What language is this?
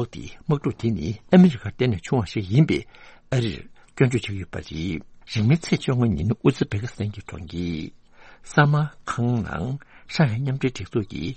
Tibetan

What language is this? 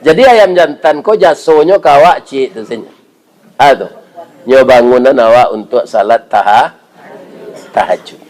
Minangkabau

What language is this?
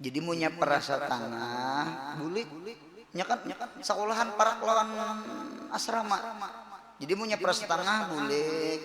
Banjar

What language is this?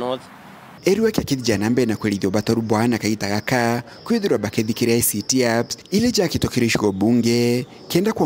Meru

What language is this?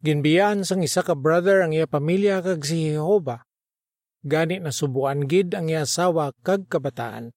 Hiligaynon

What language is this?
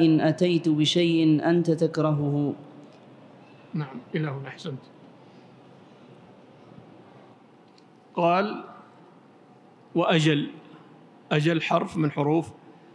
Arabic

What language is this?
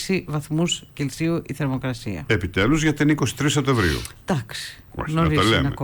Greek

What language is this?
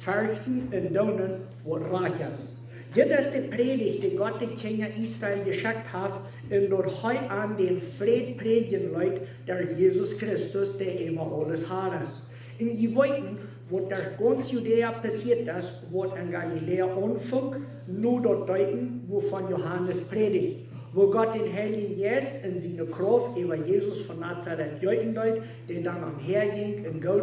Plautdietsch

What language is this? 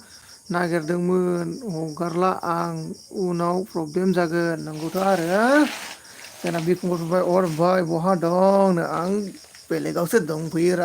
Bodo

